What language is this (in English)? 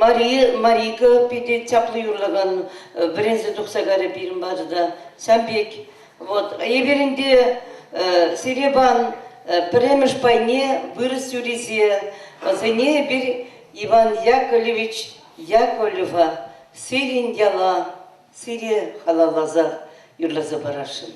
Chuvash